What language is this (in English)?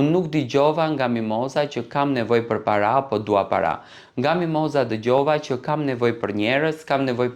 Albanian